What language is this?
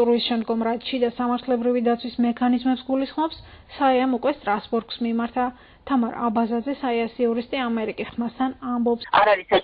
Georgian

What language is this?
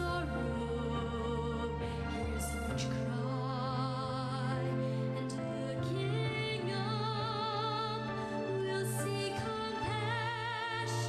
Gilbertese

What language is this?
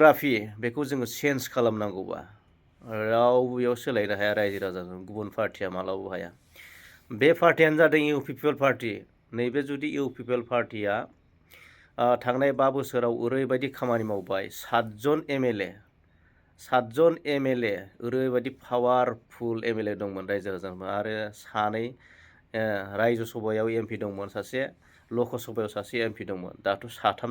Bodo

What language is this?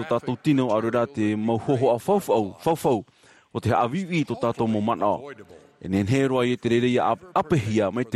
Tahitian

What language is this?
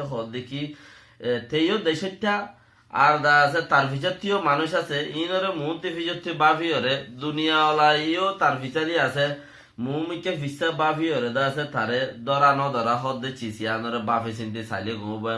Rohingya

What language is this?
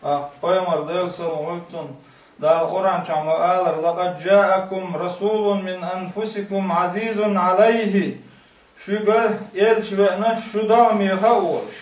Chechen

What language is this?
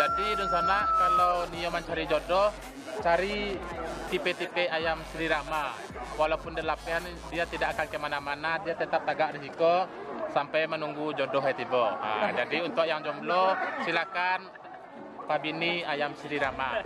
Minangkabau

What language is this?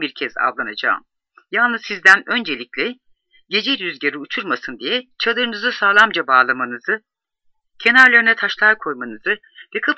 Turkish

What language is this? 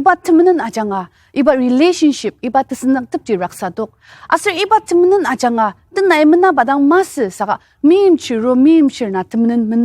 Ao Naga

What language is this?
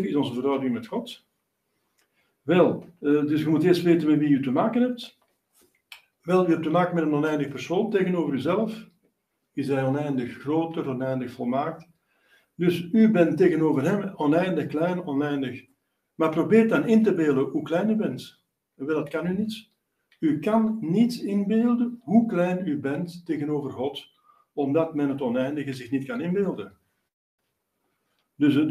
Dutch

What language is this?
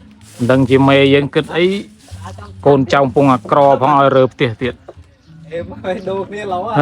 Khmer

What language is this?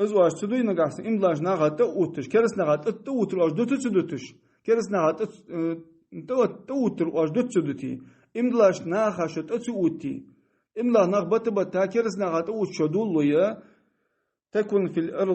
Ingush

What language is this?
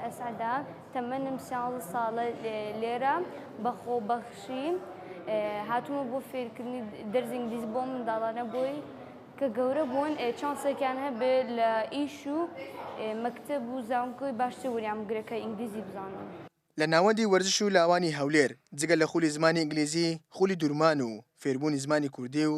Central Kurdish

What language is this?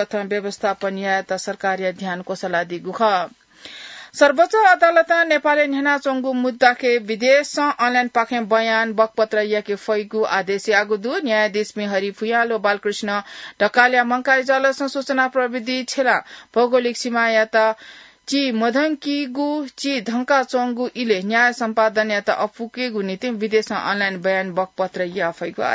Newari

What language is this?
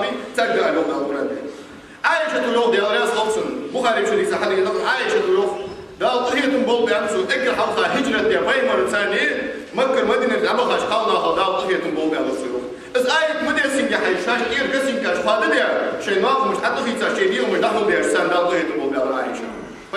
Ingush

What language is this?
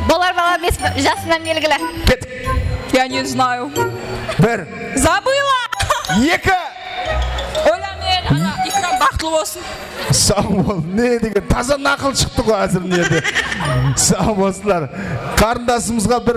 Kara-Kalpak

